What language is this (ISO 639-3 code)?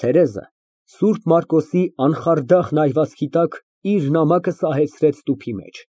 hye